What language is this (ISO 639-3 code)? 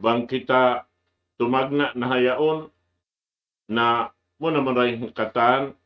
tsg